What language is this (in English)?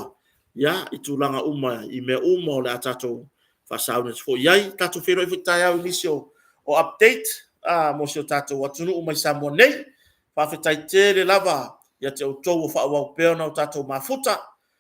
Samoan